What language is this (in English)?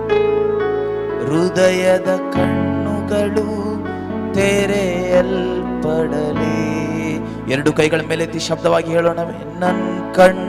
Kannada